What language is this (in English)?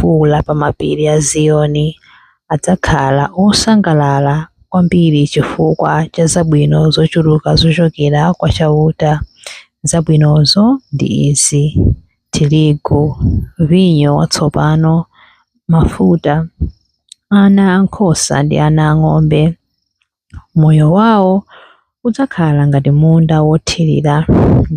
Nyanja